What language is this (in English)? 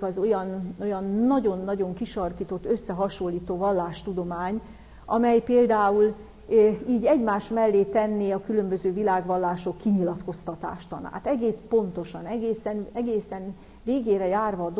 Hungarian